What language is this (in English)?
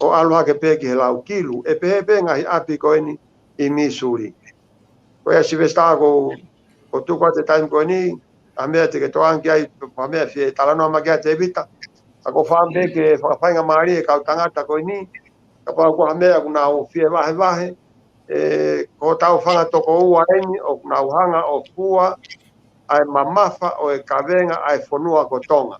Tongan